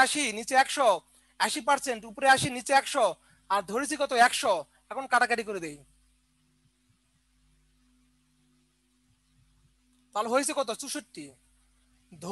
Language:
Bangla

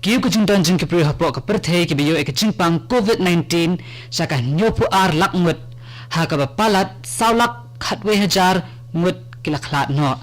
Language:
Khasi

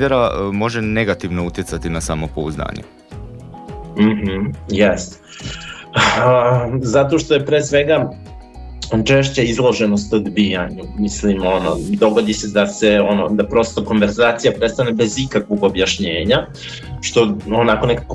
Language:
Serbian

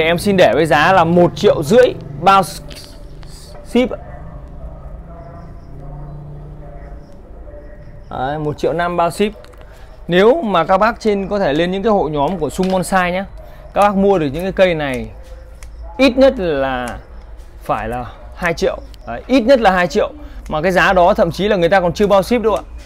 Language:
Vietnamese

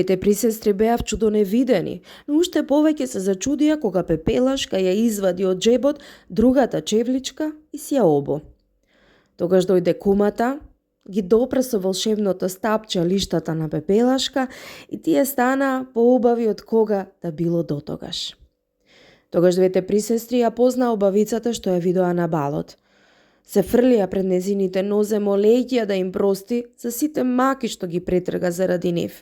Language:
Macedonian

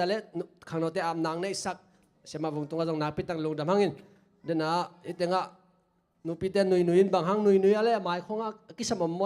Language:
Tedim Chin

